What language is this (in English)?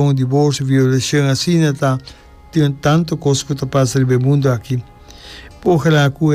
Papiamento